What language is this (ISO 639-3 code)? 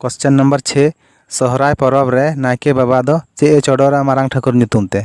sat